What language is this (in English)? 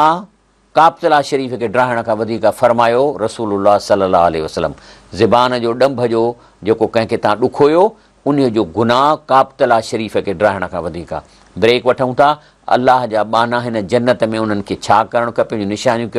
Sindhi